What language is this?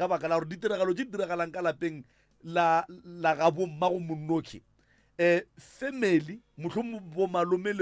Northern Sotho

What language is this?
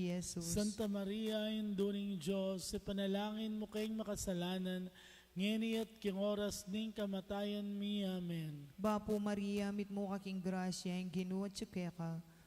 Pampanga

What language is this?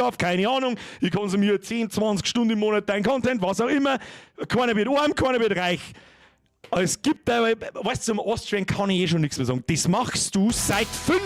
Bavarian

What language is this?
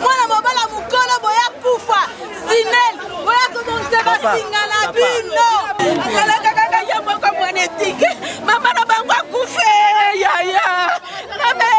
Lingala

